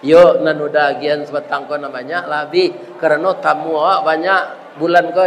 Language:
Minangkabau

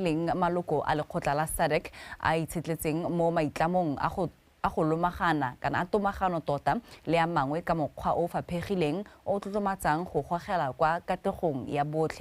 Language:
Tswana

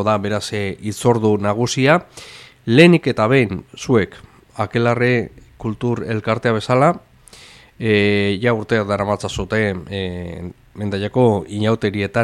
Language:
Basque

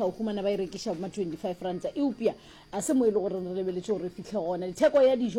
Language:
Northern Sotho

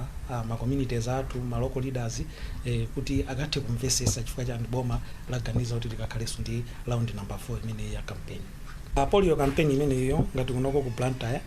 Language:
Nyanja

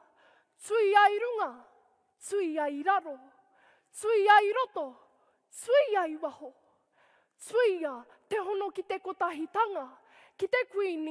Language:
Māori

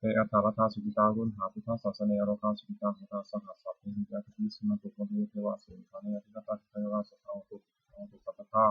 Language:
Pali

